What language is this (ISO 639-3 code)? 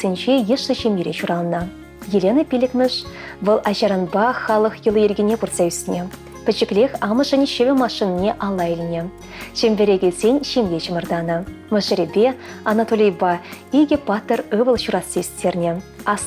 chv